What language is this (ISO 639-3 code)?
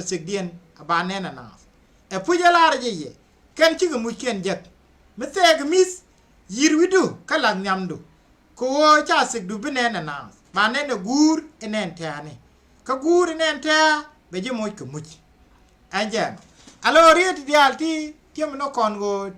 nus